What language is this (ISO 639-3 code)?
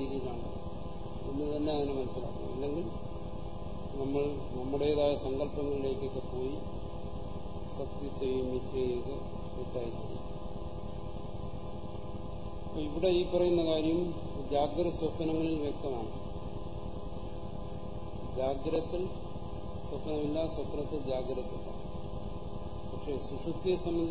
mal